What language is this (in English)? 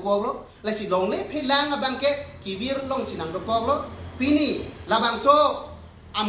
Karbi